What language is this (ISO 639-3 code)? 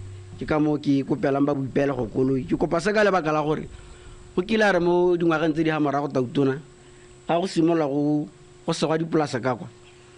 tsn